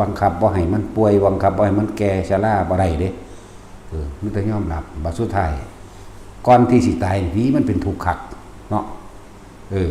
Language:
Northeastern Thai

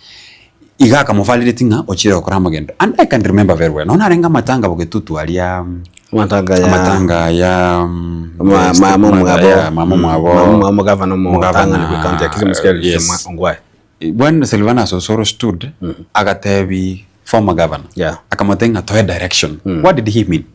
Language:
Gusii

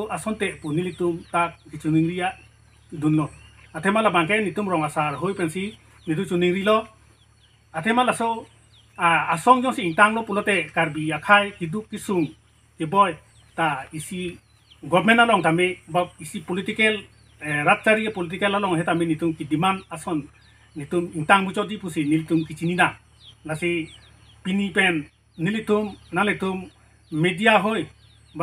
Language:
Karbi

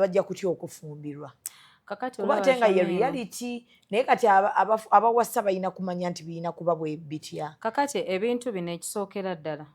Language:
Ganda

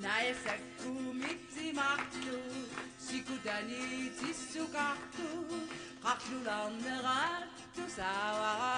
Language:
Kalaallisut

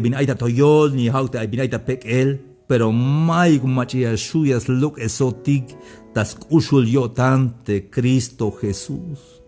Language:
Tzeltal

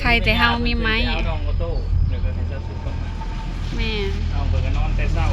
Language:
Lao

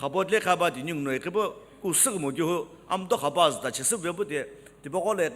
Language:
Sumi Naga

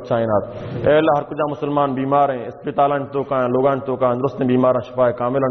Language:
Baluchi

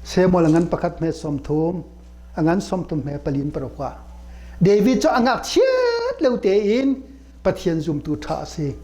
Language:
Hakha Chin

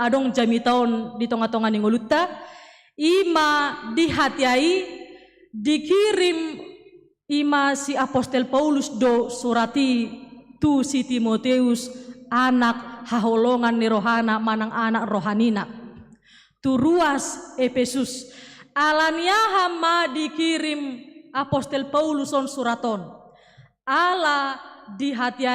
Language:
Batak Toba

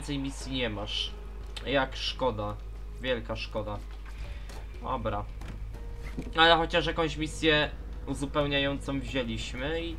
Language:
Polish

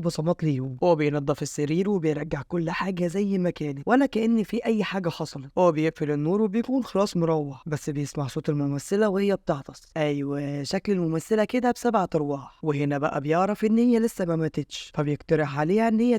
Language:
Egyptian Arabic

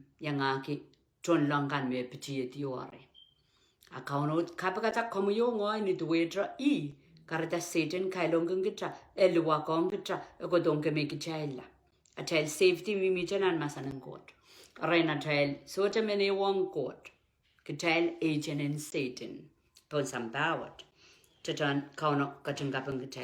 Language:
Pohnpeian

